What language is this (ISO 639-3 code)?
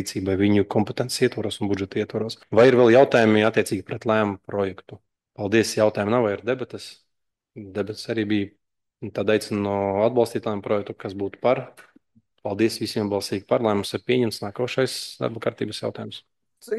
lav